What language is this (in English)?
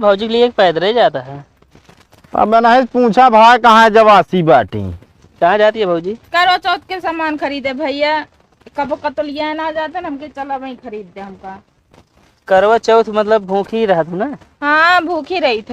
Awadhi